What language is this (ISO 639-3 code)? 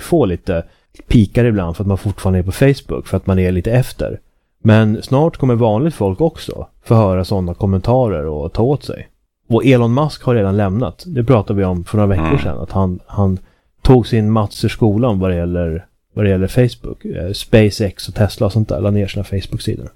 swe